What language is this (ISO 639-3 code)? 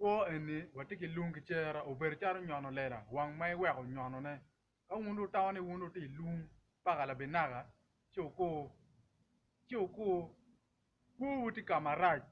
ach